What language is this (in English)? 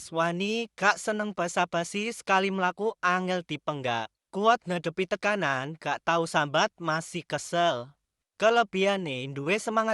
Javanese